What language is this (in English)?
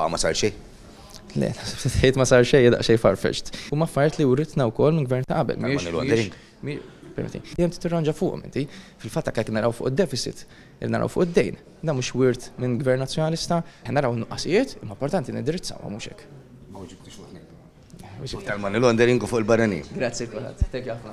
Maltese